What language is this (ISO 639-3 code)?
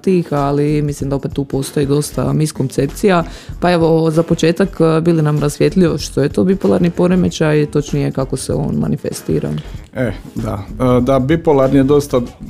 hrv